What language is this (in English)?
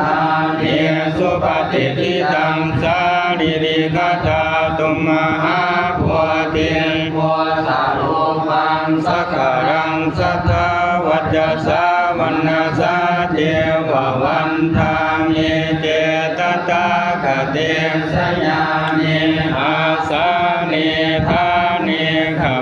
Pali